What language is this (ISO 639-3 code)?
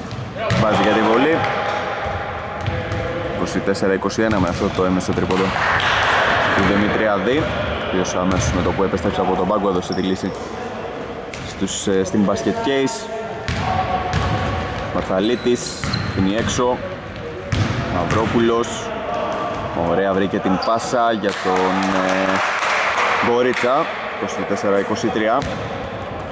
ell